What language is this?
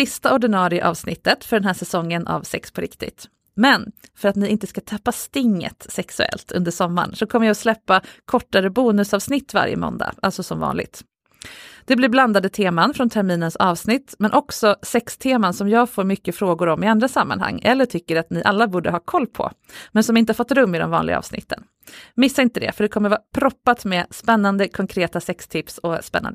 Swedish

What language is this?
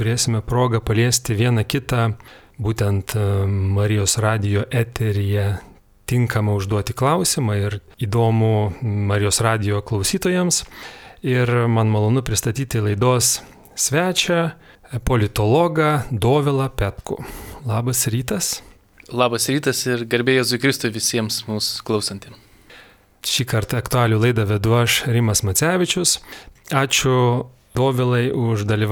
Lithuanian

